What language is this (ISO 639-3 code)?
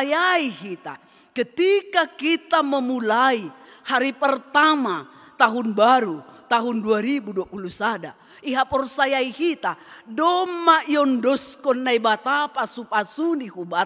bts